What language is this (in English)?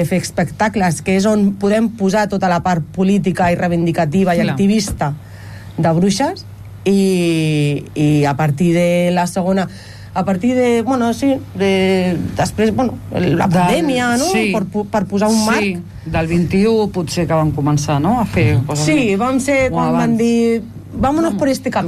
Catalan